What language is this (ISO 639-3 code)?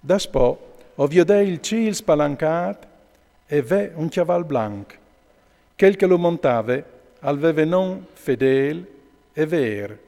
fur